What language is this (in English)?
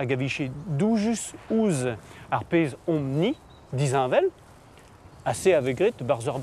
Breton